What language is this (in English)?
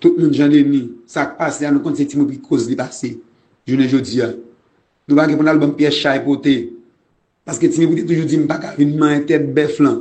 Haitian Creole